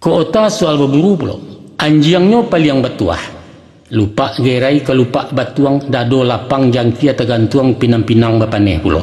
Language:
Minangkabau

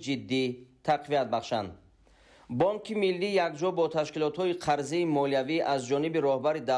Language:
Tajik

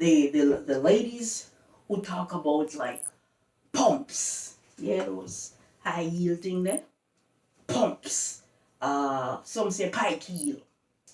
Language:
Jamaican Creole English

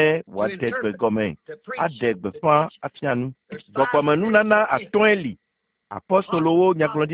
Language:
Ewe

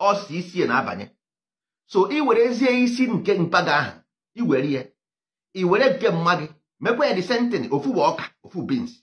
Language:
Igbo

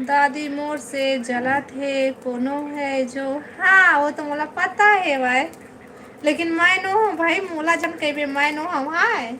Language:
Chhattisgarhi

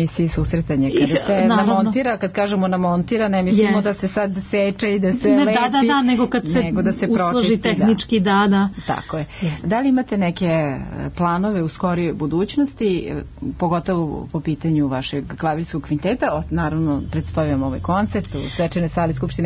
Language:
Serbian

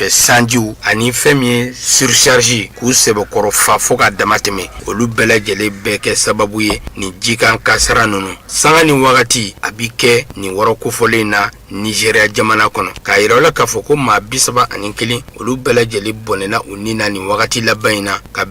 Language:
Bambara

